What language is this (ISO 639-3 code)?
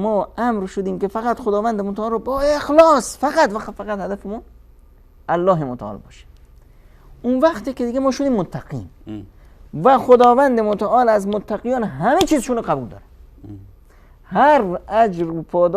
fas